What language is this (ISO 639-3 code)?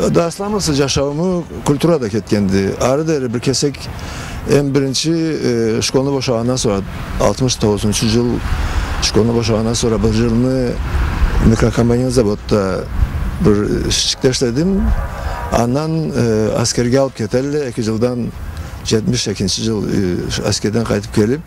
krc